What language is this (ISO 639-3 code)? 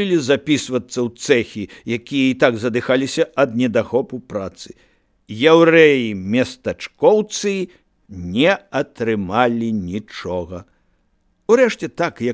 bel